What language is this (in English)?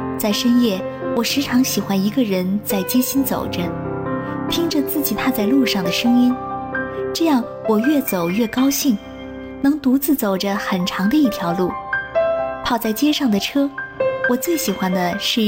Chinese